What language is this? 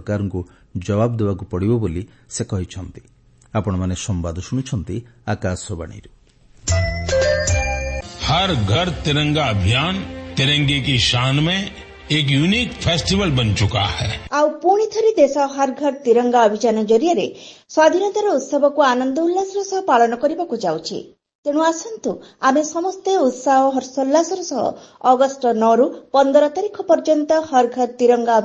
Odia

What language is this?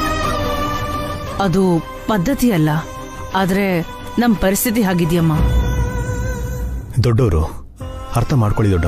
Kannada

